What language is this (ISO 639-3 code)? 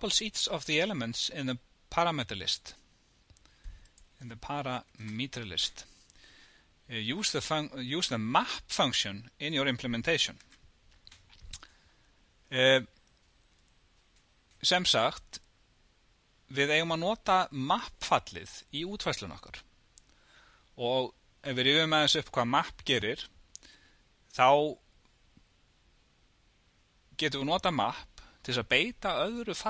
isl